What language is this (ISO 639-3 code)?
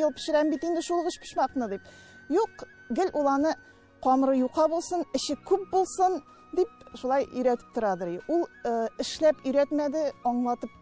tat